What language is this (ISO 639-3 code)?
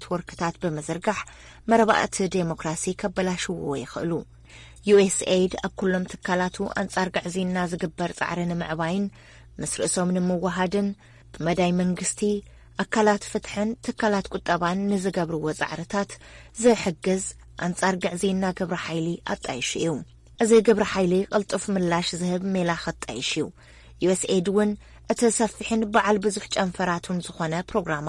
tir